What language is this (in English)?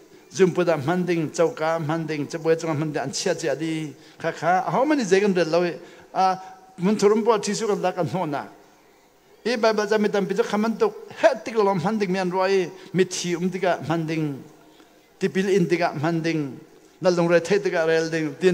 Hakha Chin